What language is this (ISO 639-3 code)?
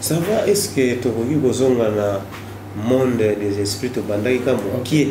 lin